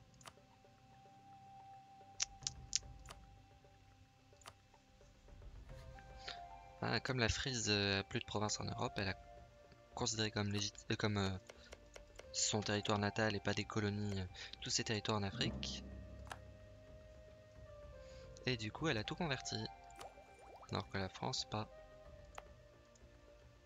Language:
French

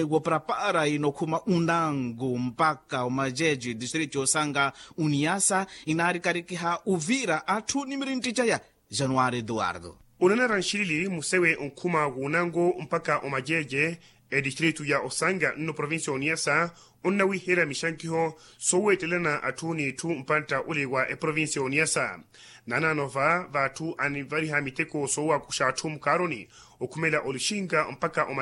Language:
Makhuwa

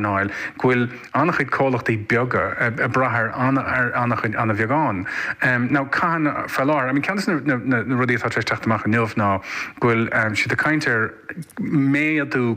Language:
Irish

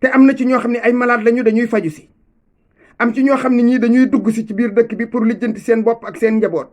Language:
Wolof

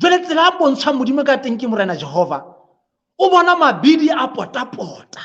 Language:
Southern Sotho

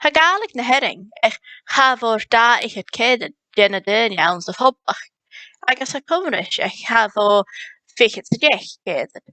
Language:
Scottish Gaelic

